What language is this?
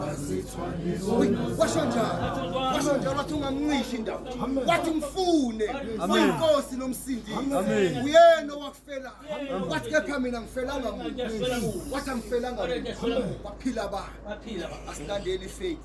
Zulu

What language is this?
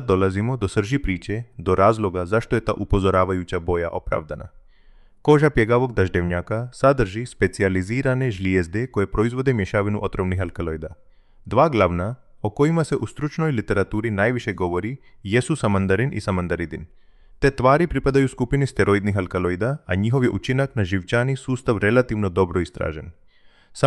Croatian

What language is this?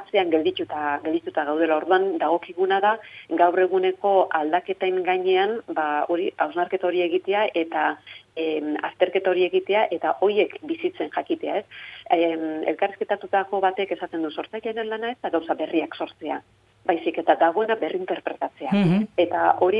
Basque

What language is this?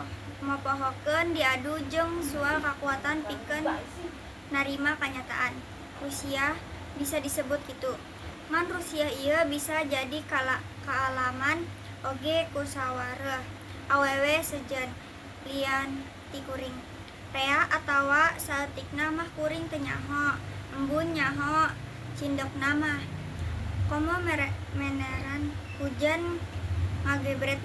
Sundanese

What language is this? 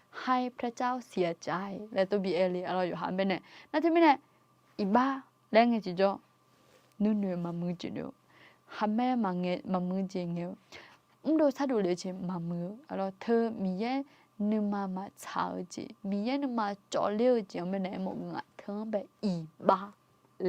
Akha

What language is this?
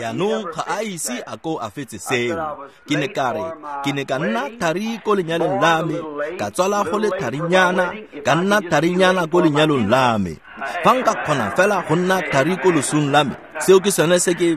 Tswana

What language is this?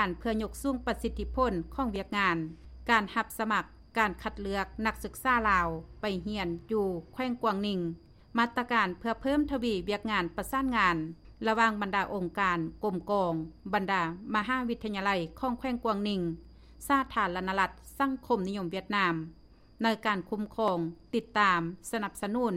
Lao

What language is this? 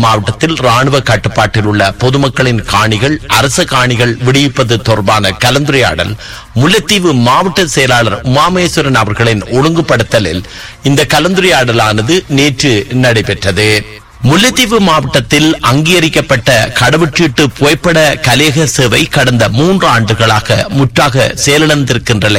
Tamil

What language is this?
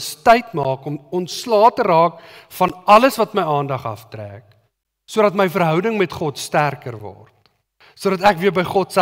Afrikaans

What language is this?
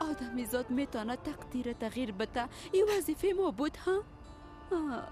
Persian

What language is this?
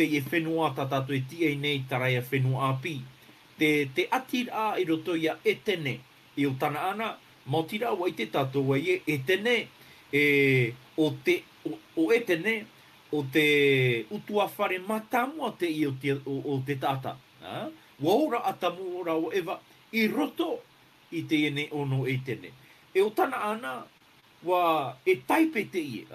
Tahitian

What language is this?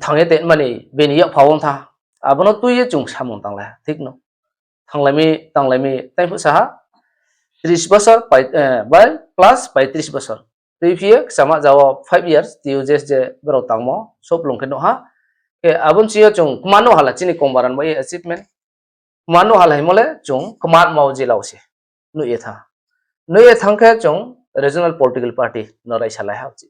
Riang (India)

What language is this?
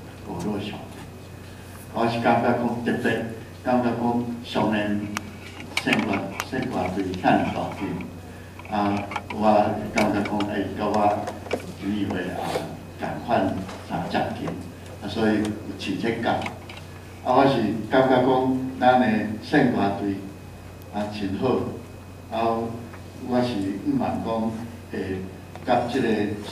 Min Nan Chinese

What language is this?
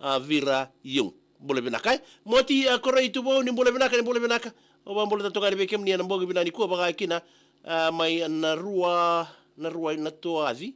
Fijian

